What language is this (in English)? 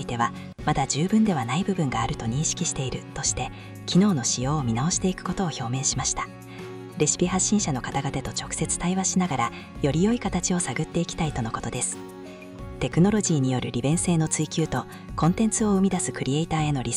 Japanese